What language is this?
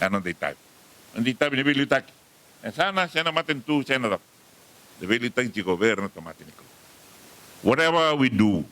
Fijian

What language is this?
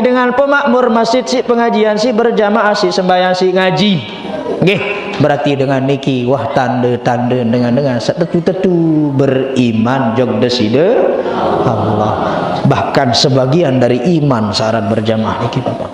Sasak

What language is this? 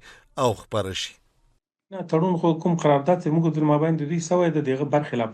Pashto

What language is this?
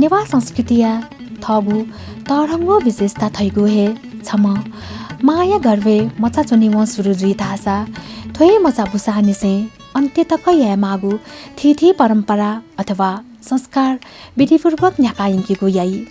Newari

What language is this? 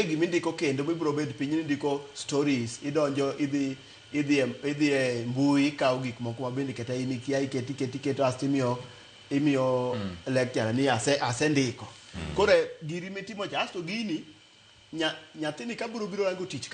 Luo (Kenya and Tanzania)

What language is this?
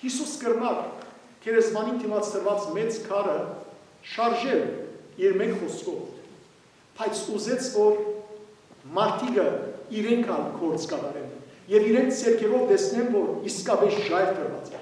Western Armenian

